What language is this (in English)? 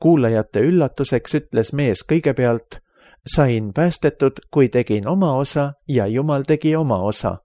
Estonian